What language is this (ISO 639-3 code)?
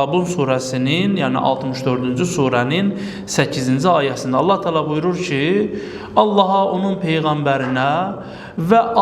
aze